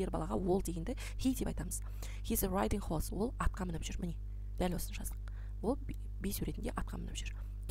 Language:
Kazakh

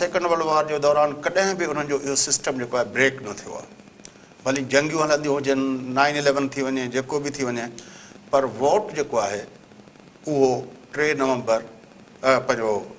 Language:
Sindhi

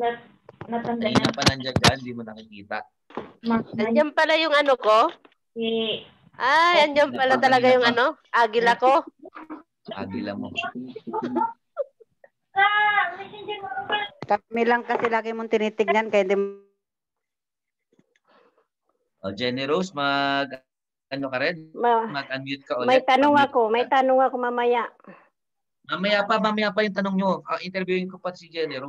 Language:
Filipino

